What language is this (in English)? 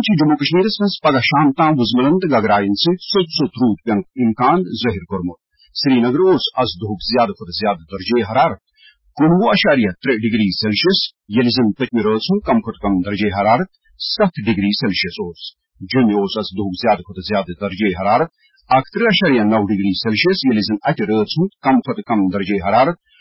Kashmiri